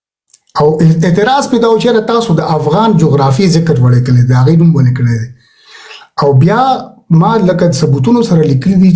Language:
Pashto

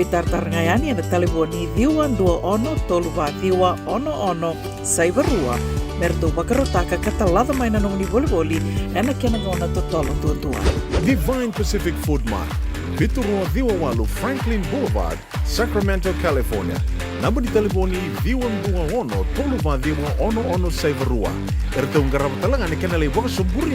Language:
Fijian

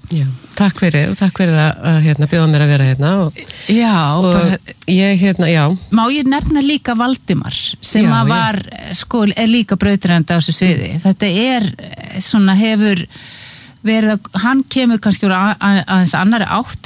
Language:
Icelandic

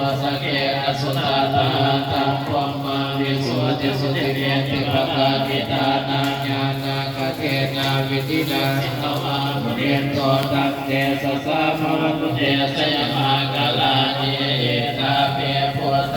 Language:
Pali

